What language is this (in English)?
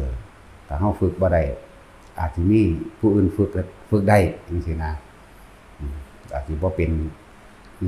Northeastern Thai